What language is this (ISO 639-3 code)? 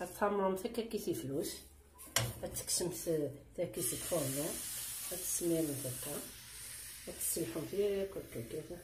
kab